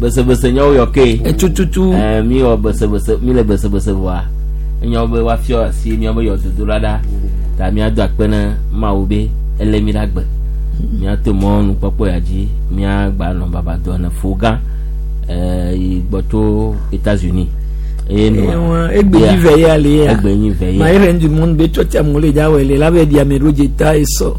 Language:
Gen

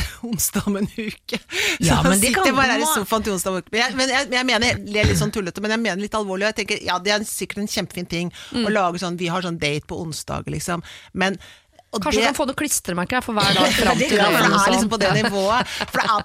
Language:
Norwegian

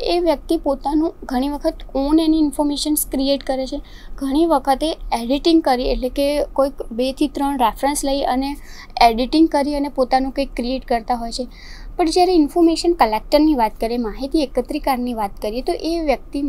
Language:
Gujarati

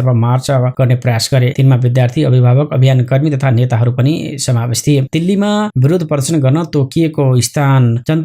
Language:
Nepali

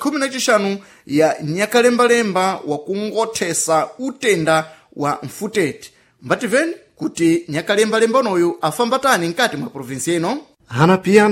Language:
Sena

